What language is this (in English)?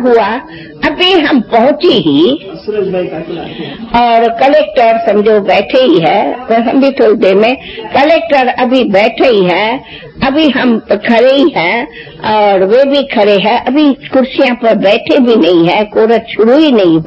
Hindi